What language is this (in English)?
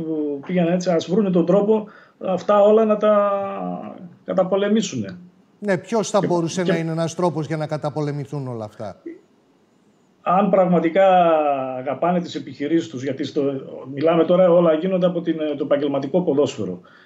Greek